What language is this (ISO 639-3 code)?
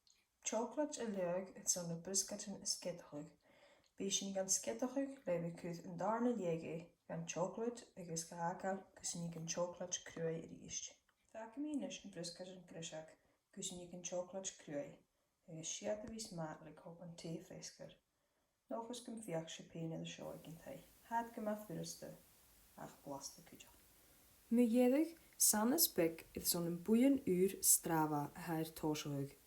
gla